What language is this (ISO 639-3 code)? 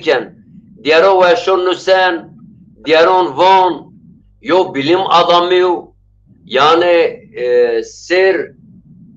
zza